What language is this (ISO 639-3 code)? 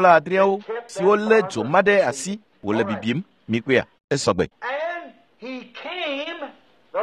ewe